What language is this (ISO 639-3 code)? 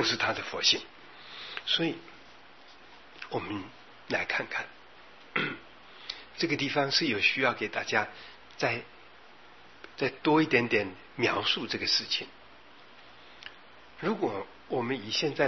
zho